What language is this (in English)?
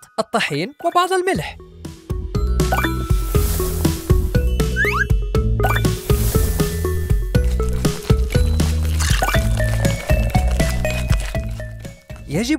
Arabic